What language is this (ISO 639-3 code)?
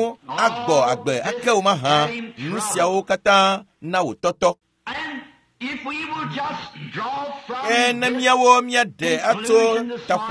ewe